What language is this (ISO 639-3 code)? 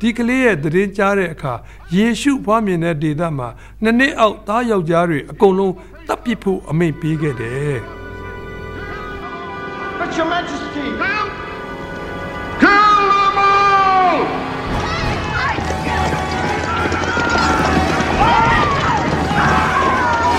mya